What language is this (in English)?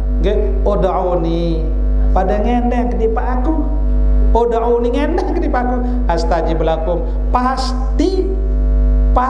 Sasak